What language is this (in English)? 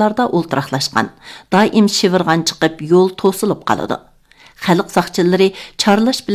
Uyghur